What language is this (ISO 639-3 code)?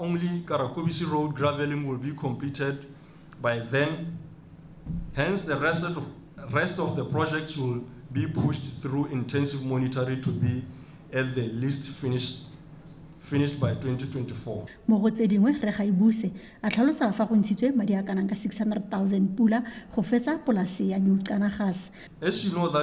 tsn